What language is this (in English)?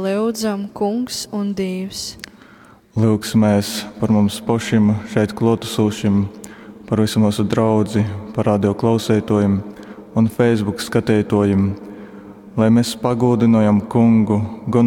Latgalian